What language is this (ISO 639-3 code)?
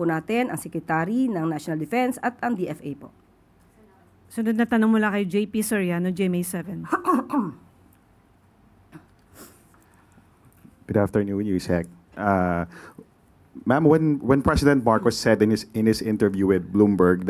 fil